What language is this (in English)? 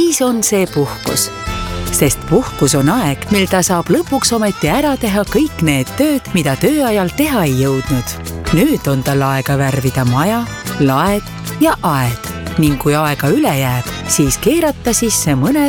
Estonian